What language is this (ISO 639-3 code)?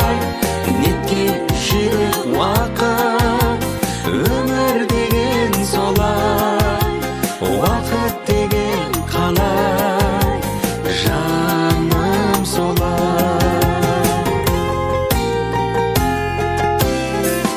kaz